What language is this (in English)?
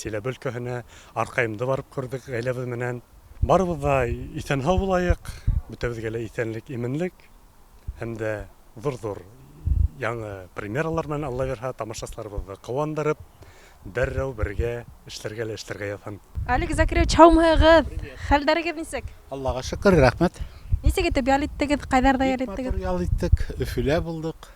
Bashkir